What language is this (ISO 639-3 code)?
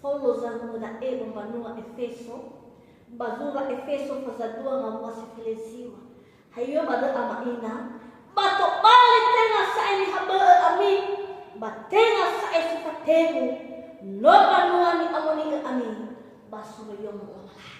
nia